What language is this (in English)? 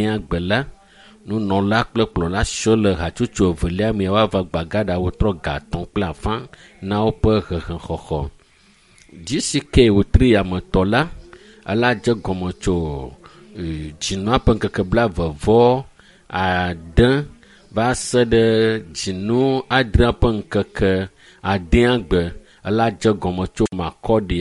Ewe